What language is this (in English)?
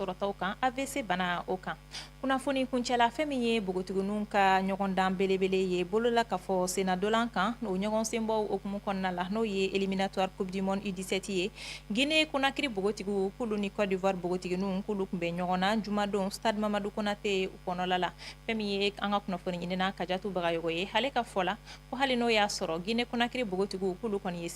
Bambara